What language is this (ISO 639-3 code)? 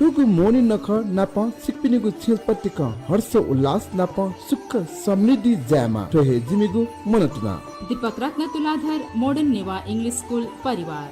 new